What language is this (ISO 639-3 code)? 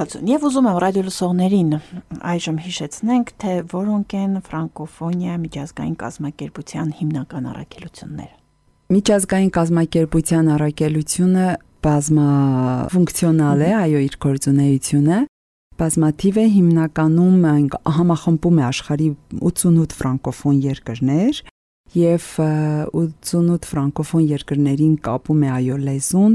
hye